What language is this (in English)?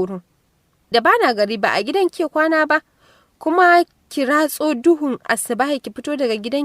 Hausa